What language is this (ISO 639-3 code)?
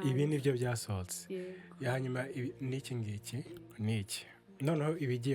kin